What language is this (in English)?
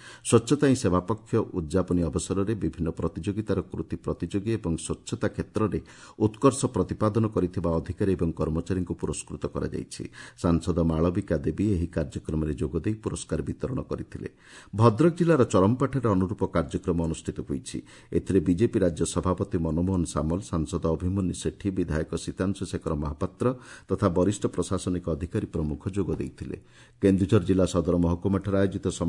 Odia